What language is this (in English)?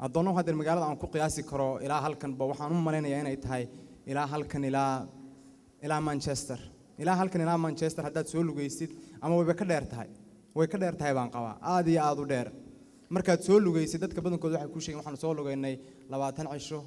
Somali